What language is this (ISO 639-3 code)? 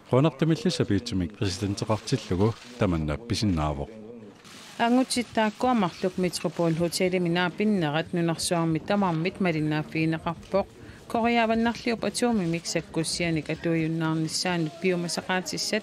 kal